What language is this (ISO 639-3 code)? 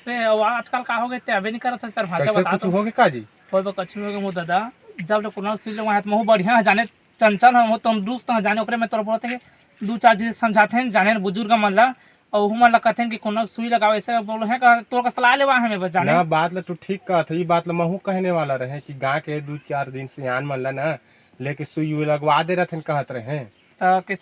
hne